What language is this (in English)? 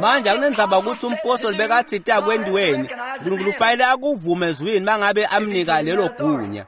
Swati